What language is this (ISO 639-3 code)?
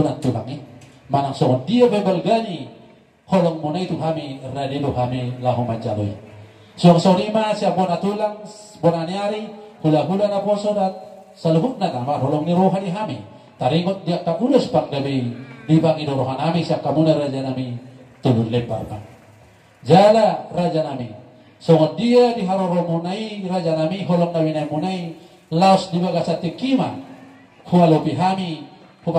bbc